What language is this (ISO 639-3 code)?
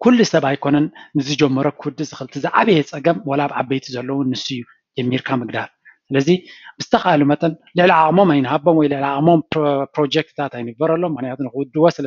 tir